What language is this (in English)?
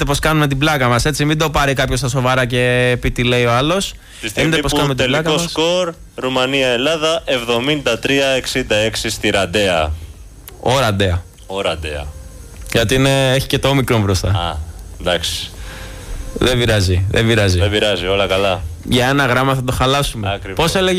Greek